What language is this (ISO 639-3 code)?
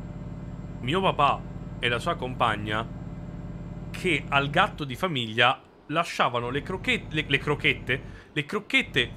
ita